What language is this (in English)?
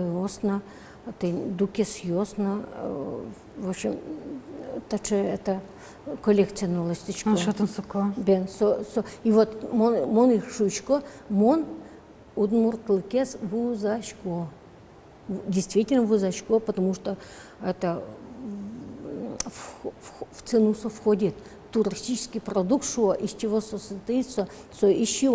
Udmurt